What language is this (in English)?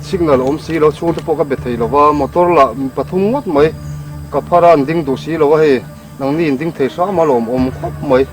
Mizo